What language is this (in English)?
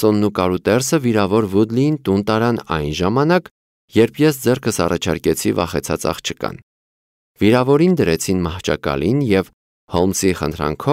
Armenian